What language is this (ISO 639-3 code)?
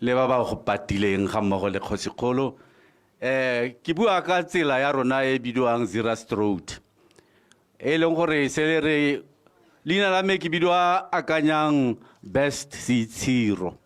tsn